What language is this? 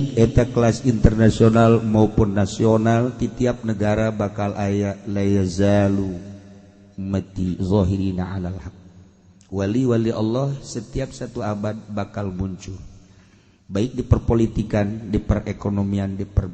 Sundanese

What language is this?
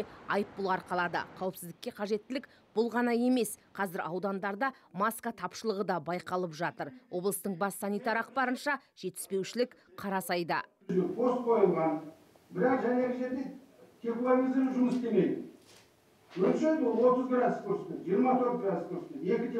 Kazakh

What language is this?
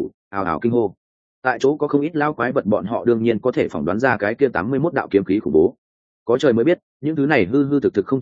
Vietnamese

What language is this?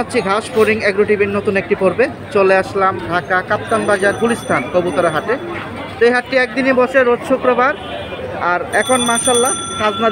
Bangla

